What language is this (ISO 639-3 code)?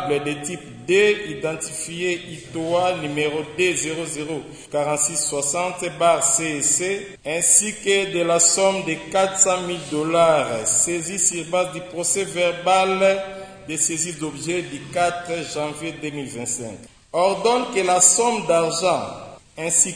fra